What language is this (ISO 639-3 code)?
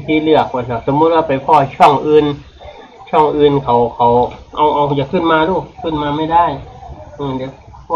tts